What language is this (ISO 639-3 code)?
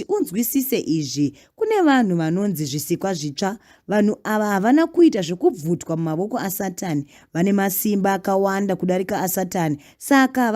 sna